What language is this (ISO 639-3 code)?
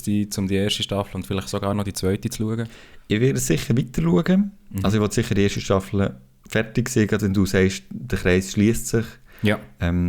gsw